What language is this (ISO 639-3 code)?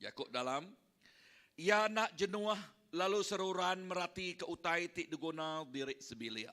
iba